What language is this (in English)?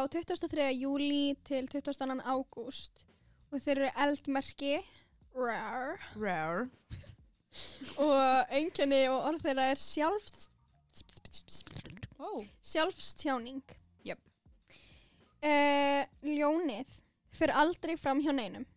Icelandic